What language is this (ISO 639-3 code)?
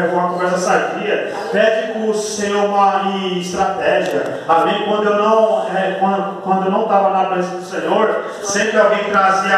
por